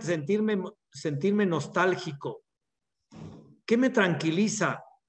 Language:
Spanish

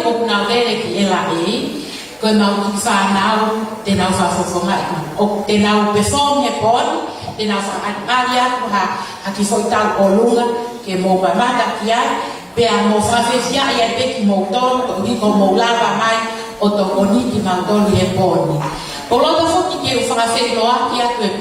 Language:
Tongan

